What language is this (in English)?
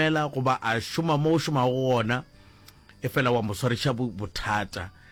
Northern Sotho